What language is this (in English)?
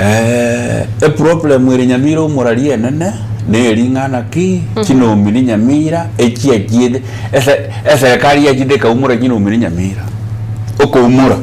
Gusii